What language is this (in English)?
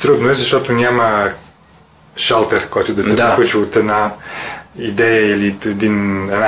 Bulgarian